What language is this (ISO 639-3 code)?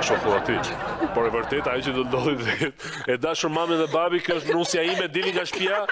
sqi